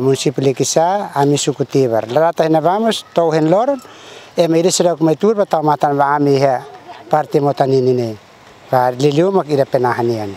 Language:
Tetum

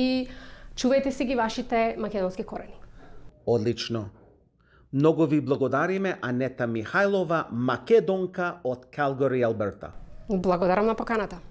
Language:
Macedonian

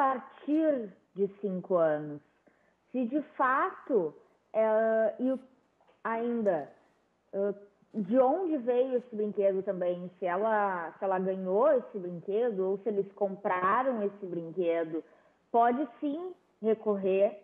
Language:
Portuguese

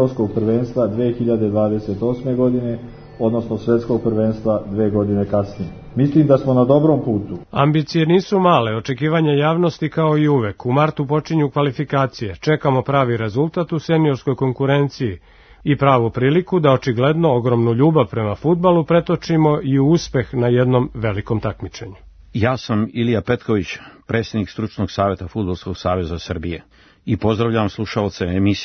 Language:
Serbian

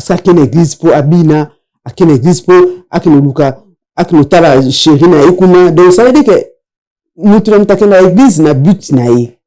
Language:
Lingala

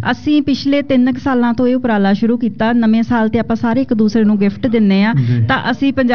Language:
Punjabi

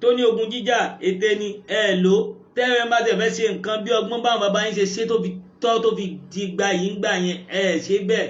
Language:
Yoruba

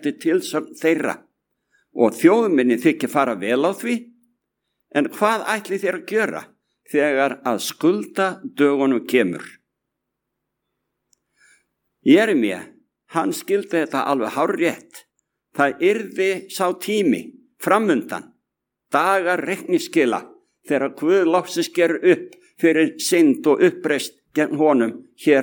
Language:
Icelandic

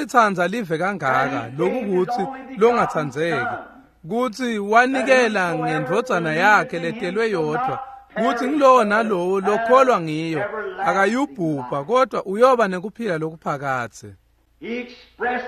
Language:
Swati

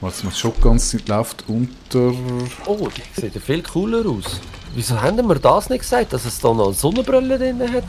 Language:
Swiss German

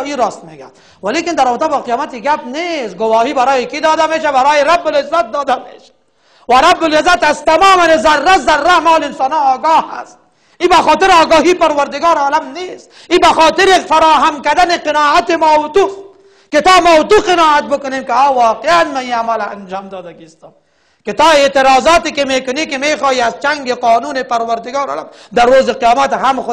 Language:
Persian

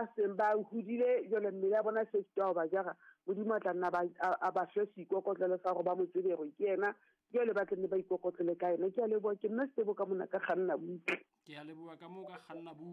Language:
Southern Sotho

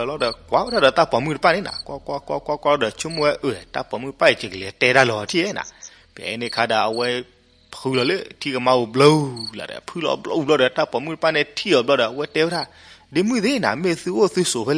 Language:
S'gaw Karen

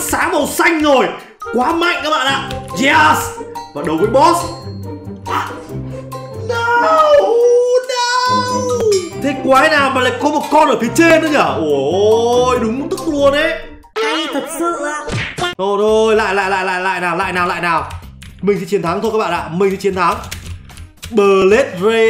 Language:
Vietnamese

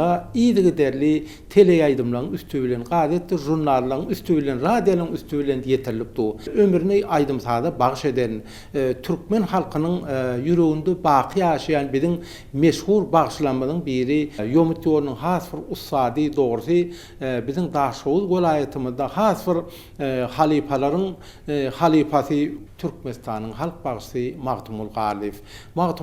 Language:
Turkmen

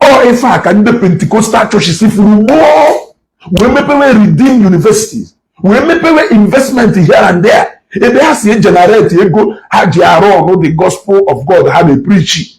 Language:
Igbo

